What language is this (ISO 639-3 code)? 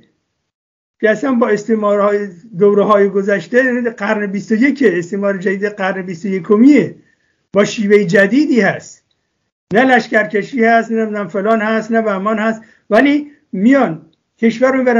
fas